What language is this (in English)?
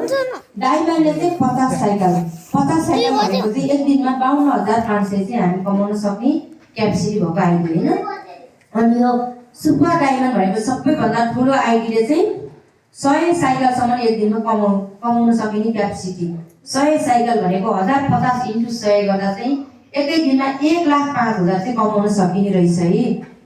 Nepali